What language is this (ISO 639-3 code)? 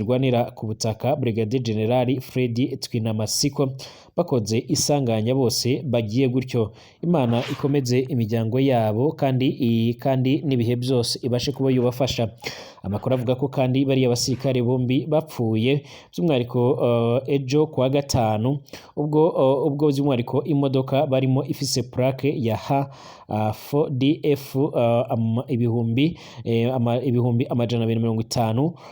run